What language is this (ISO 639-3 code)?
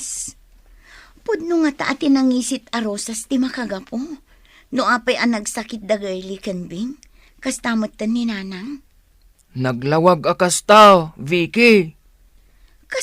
ilo